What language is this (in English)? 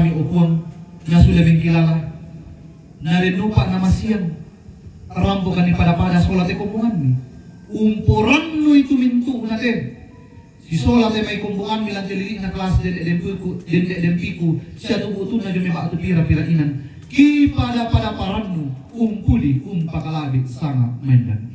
Toraja-Sa'dan